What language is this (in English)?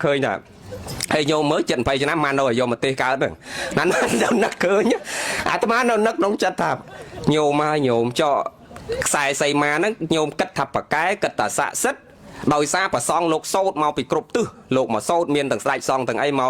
Khmer